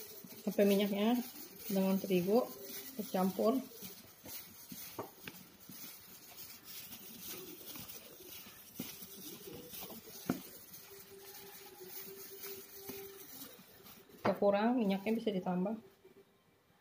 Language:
Indonesian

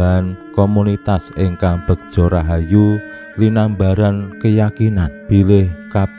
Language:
Javanese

